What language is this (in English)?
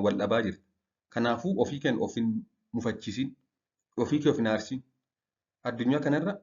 Oromo